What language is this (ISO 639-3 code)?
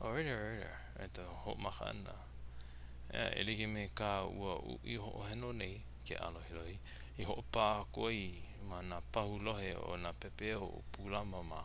haw